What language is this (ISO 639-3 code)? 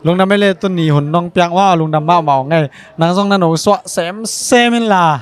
ctd